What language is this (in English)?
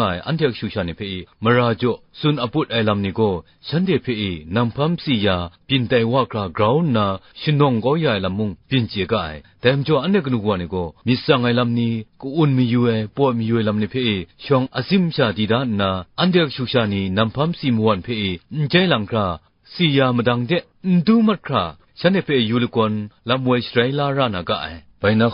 Kachin